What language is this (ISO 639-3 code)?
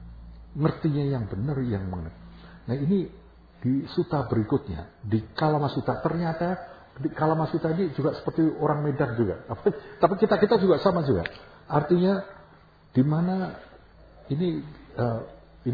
ind